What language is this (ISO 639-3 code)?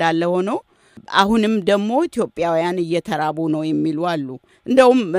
amh